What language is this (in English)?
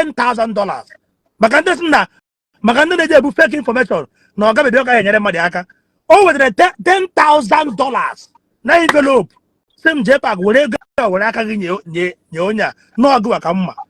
Igbo